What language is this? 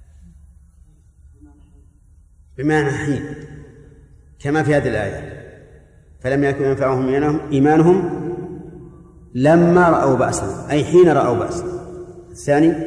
Arabic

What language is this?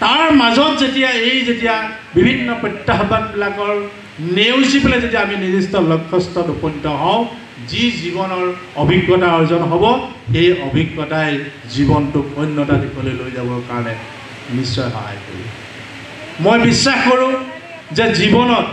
Assamese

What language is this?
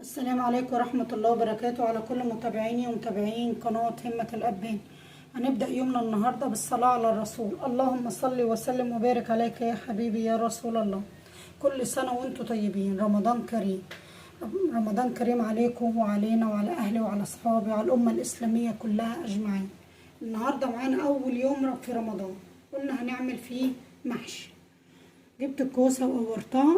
Egyptian Arabic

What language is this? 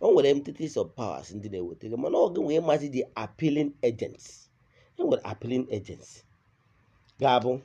Igbo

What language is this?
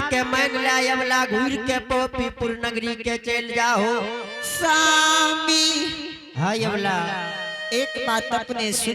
Angika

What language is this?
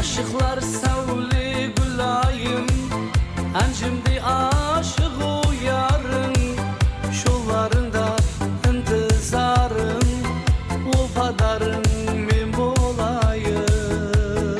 Kara-Kalpak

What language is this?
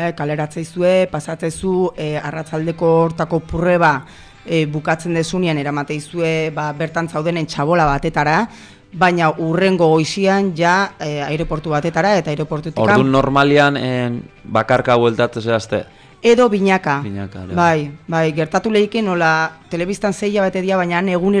Basque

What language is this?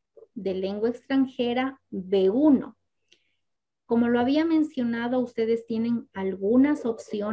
Spanish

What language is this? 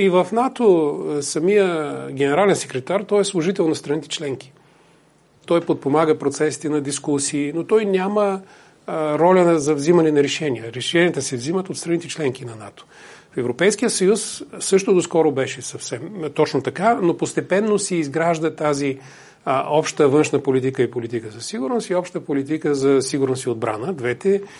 Bulgarian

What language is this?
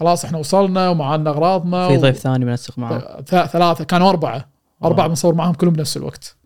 Gulf Arabic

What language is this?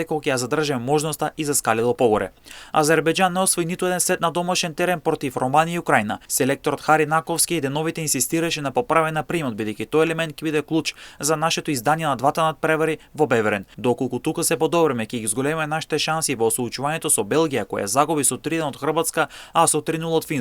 Macedonian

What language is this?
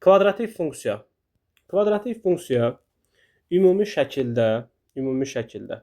Azerbaijani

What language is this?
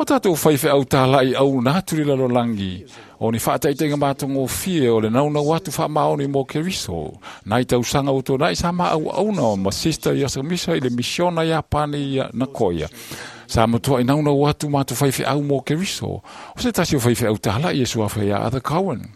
Samoan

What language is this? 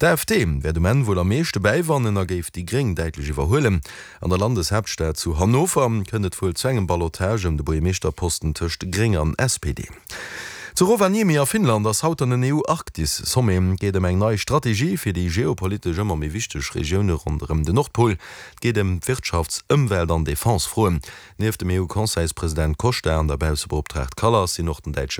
Luxembourgish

